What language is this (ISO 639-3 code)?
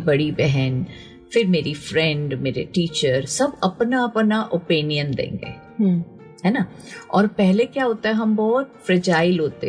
hin